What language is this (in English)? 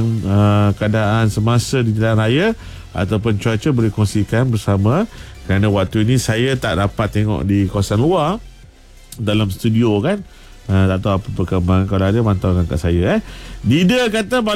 Malay